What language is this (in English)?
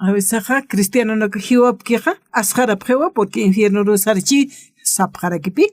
Aymara